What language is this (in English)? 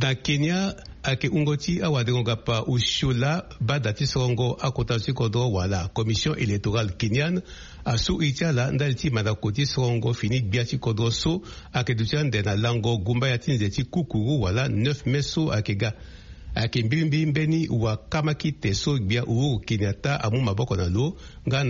Sango